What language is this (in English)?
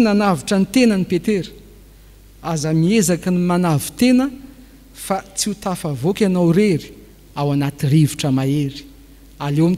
Malagasy